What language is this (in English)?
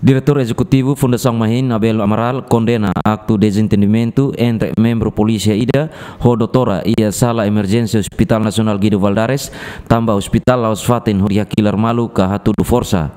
Tetum